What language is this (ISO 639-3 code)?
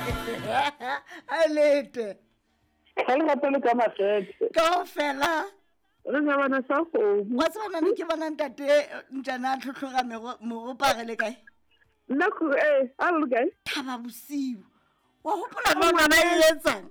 sot